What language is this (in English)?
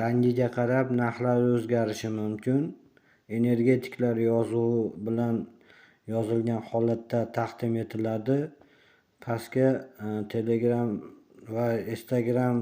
Uzbek